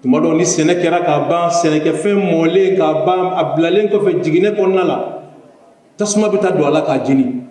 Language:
Bambara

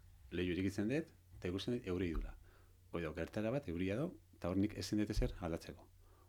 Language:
Basque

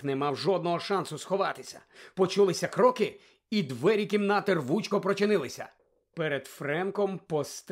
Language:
Ukrainian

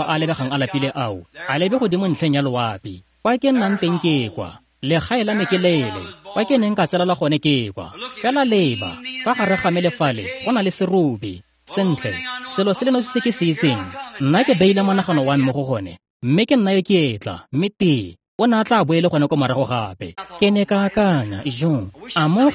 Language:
Tswana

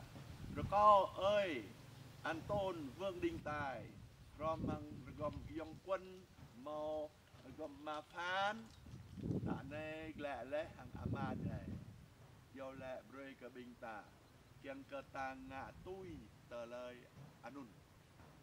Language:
Jarai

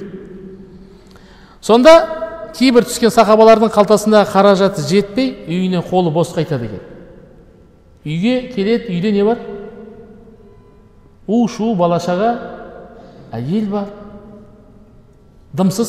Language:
Kazakh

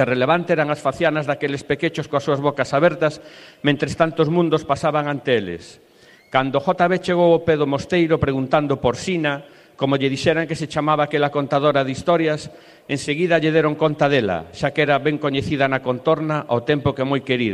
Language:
Galician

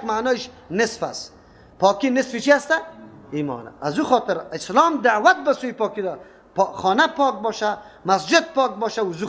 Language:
Persian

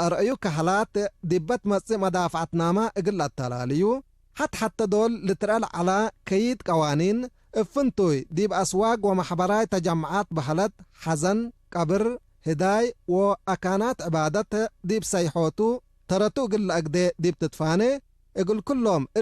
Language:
Tigre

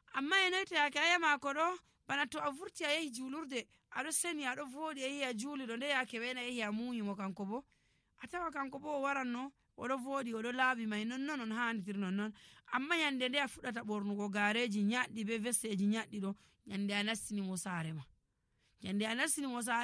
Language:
Nigerian Fulfulde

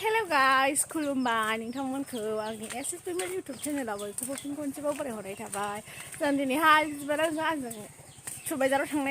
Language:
Bodo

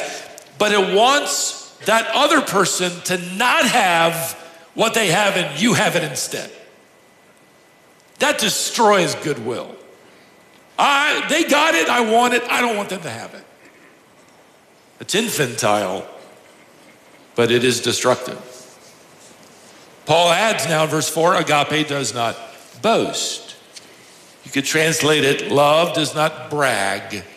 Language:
English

